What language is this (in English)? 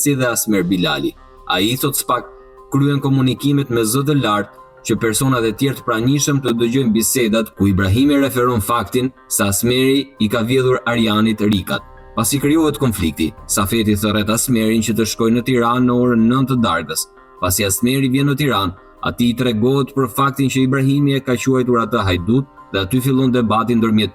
Albanian